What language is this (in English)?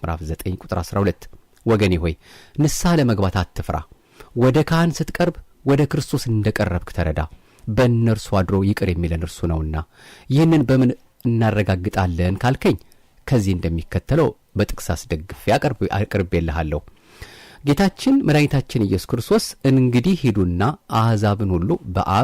Amharic